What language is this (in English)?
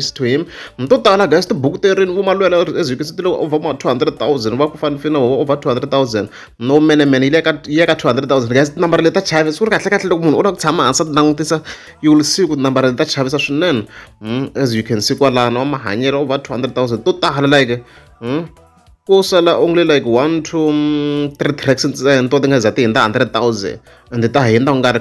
Tsonga